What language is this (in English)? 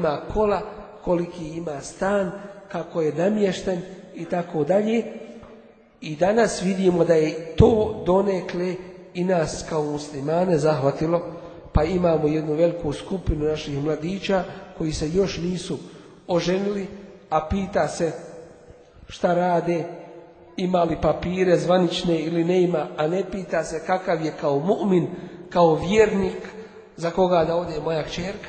Bosnian